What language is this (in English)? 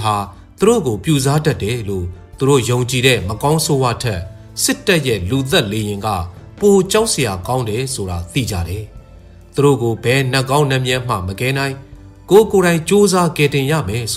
Burmese